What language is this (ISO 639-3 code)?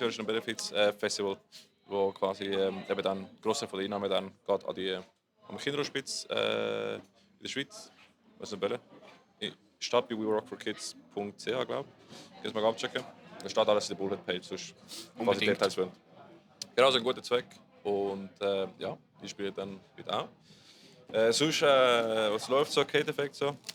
gsw